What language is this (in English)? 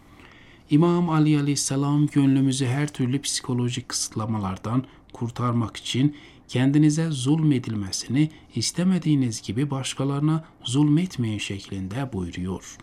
Turkish